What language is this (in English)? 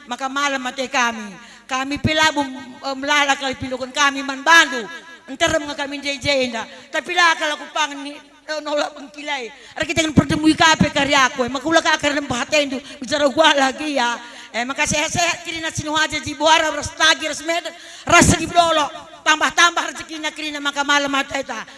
Batak Karo